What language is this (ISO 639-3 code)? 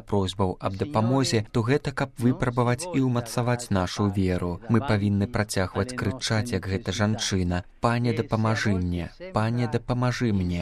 bel